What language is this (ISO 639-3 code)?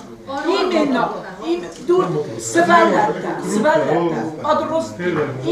oss